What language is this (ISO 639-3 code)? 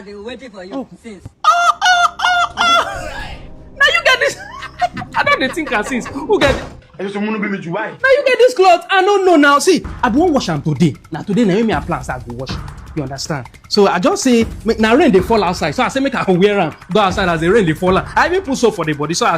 pcm